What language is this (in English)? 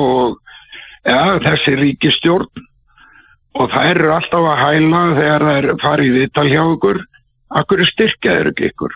Icelandic